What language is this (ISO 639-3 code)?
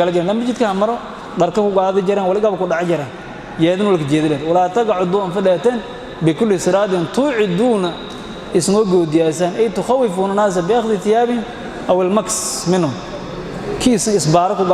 som